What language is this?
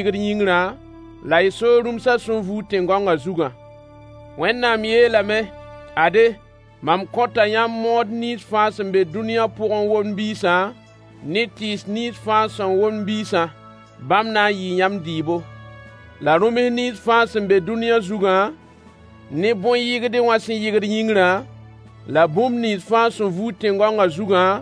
Mossi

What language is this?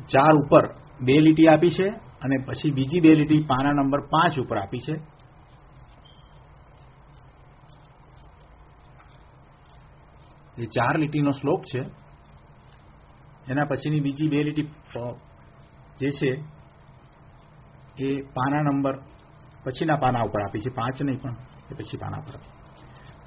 Gujarati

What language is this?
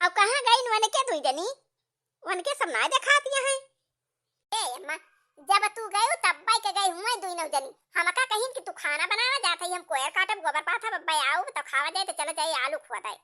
Awadhi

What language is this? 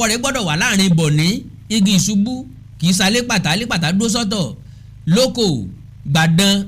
Yoruba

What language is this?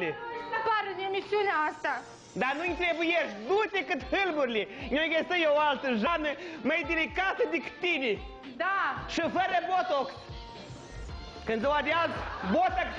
Romanian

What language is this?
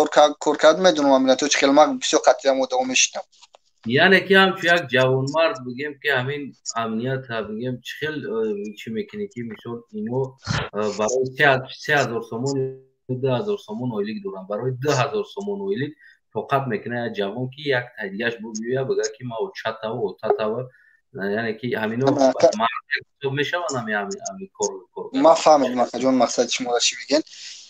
Tajik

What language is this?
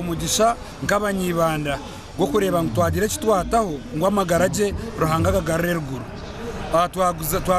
Nyankole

